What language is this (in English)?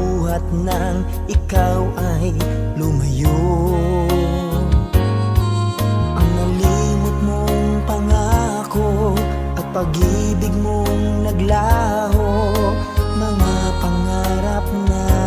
Filipino